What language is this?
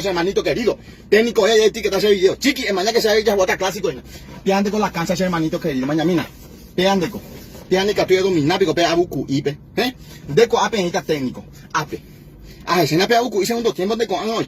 Guarani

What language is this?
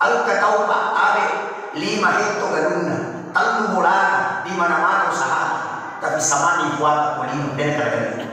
Buginese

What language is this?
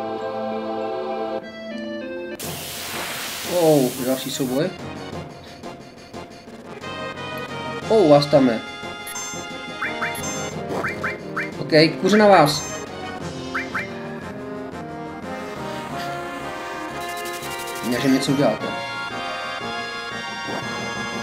Czech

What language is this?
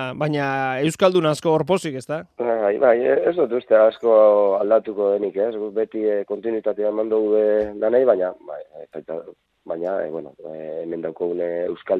Basque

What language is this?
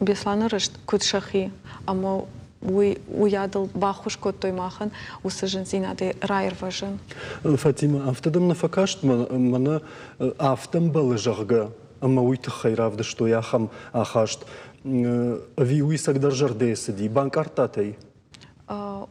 Ossetic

